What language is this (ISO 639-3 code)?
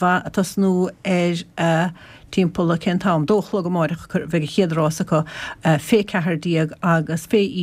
gle